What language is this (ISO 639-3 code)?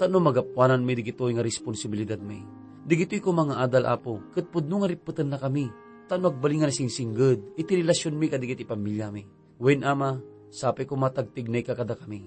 ilo